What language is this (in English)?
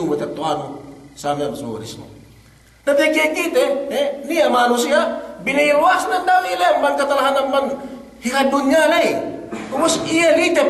Yakan